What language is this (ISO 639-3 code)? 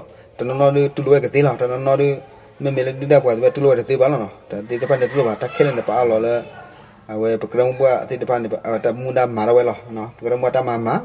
ksw